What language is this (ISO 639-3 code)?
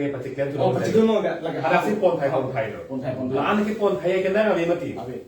mjw